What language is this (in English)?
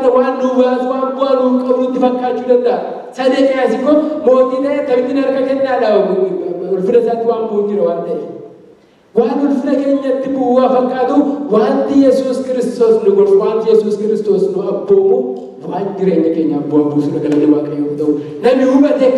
Oromo